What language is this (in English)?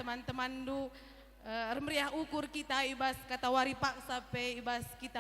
Batak Karo